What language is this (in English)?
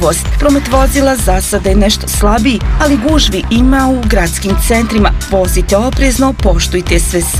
Bosnian